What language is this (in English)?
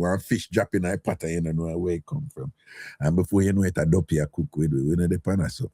Jamaican Creole English